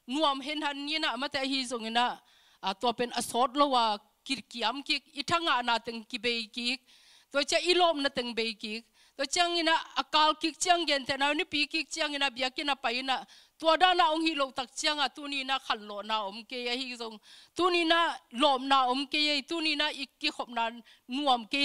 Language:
Tedim Chin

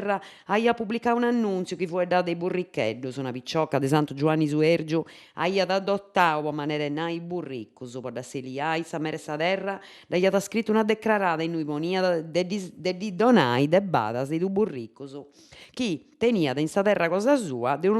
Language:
Sardinian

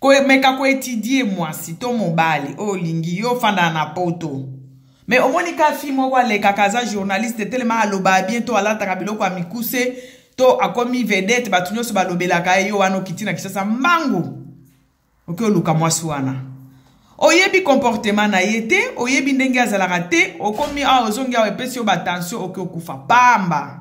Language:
Lingala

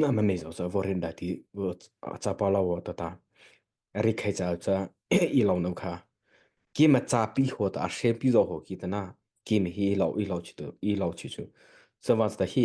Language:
Mara Chin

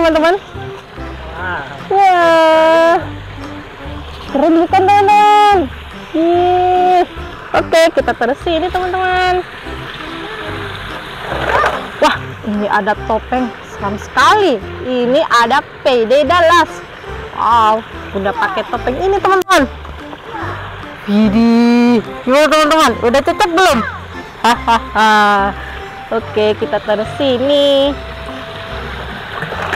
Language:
Indonesian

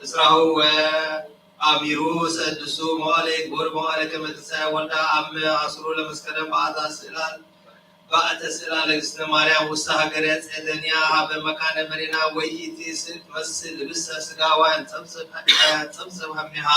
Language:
Geez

